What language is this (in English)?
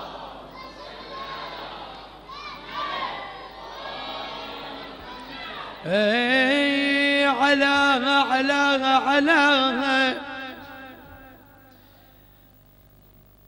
Arabic